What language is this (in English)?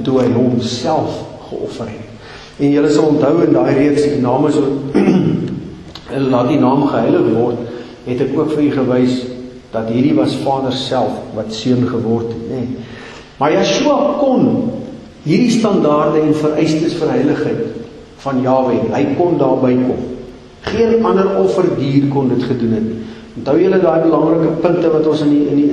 Afrikaans